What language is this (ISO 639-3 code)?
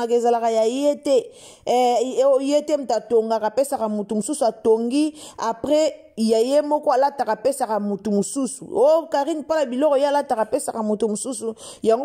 lin